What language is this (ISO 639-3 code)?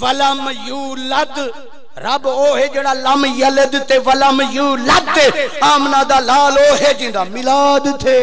skr